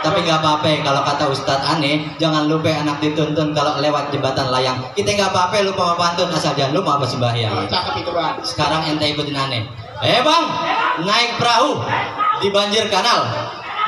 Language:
Betawi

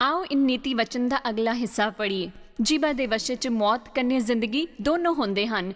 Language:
Dogri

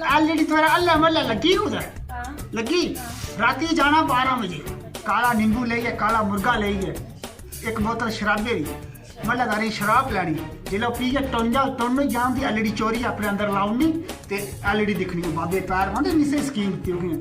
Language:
Dogri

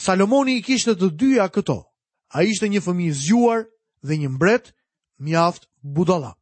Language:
Albanian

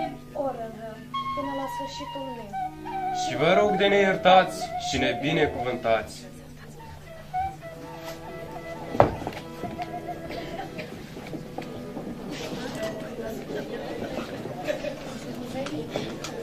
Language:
Romanian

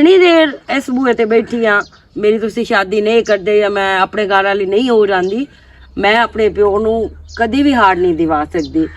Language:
Western Panjabi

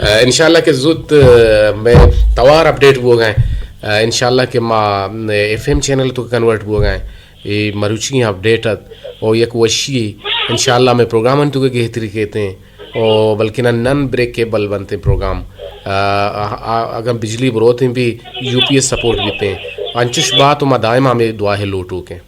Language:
Eastern Balochi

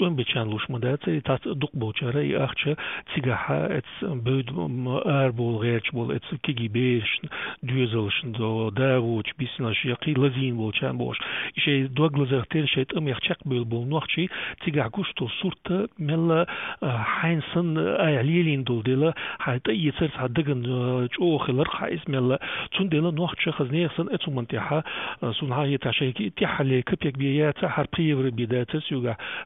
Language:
Chechen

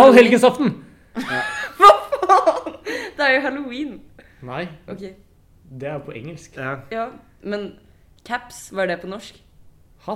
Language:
Norwegian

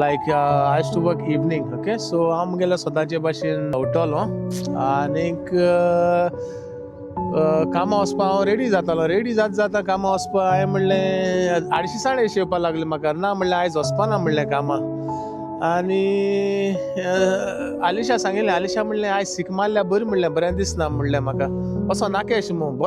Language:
Konkani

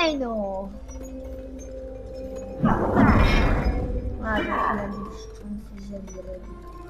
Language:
Polish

